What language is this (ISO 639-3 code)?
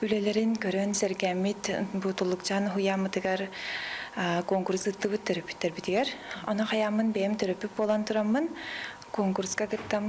sah